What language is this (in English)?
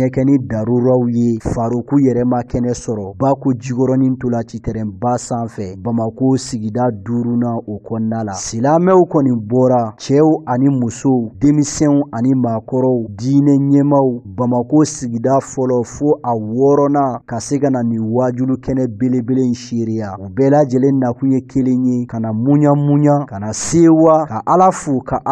Bambara